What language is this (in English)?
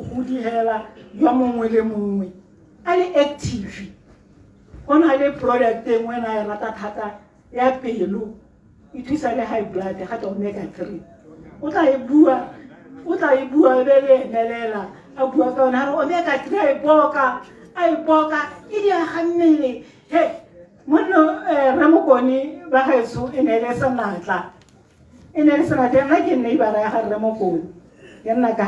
Tswana